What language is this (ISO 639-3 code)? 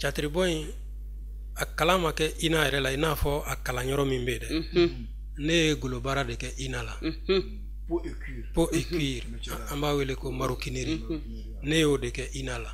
bam